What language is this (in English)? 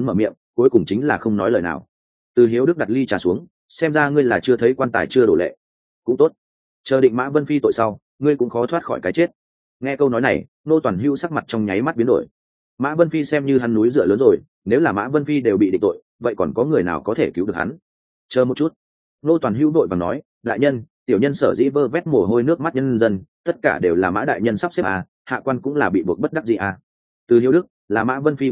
Vietnamese